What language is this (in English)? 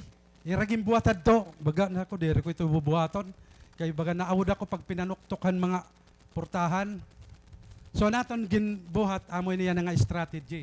Waray